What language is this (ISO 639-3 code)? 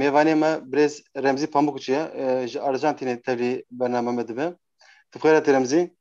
kur